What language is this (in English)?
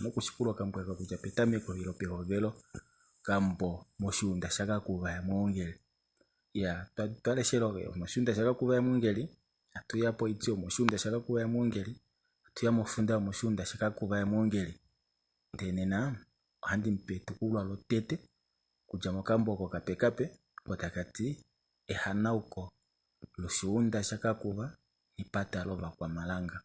Kuanyama